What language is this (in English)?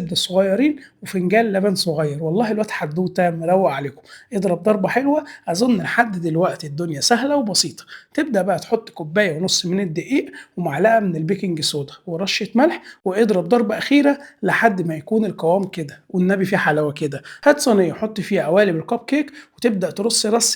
Egyptian Arabic